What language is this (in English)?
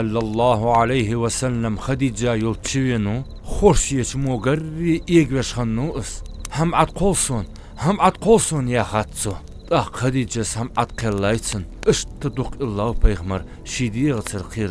Ingush